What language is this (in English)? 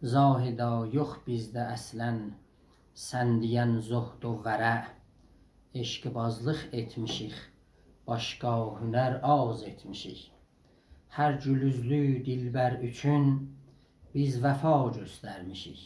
South Azerbaijani